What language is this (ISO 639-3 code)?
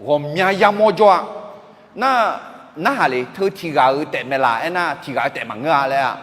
ahk